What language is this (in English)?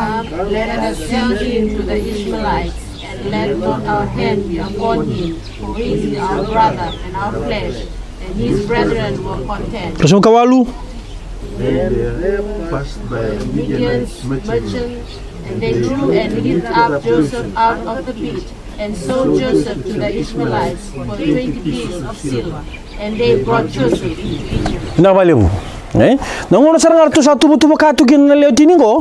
Fijian